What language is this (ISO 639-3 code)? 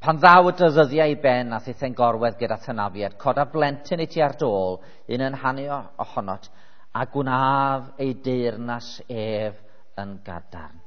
cym